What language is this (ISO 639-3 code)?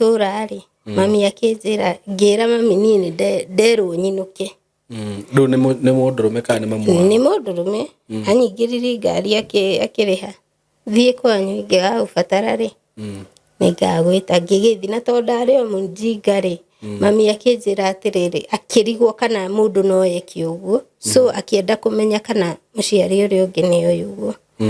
kik